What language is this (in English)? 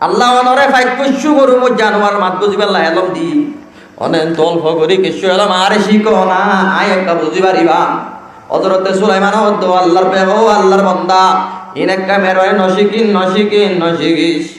Rohingya